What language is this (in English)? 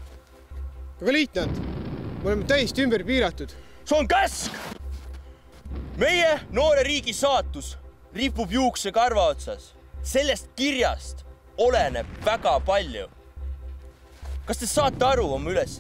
Estonian